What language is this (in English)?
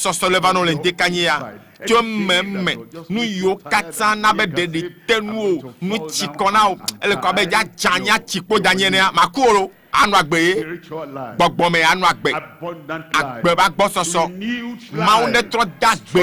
Ewe